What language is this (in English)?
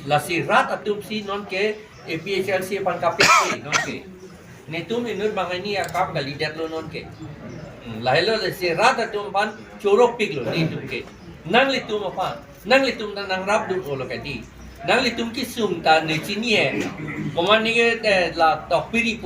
Karbi